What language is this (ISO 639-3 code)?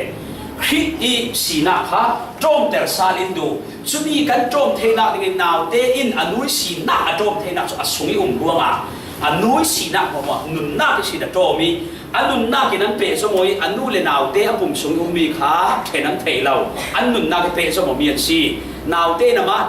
cfm